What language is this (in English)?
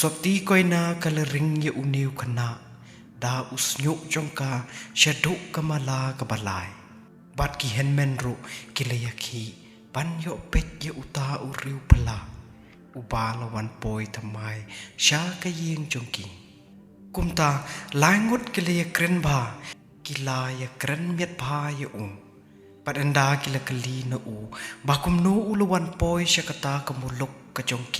Khasi